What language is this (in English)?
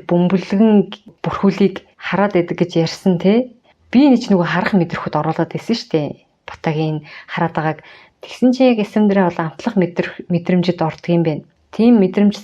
Mongolian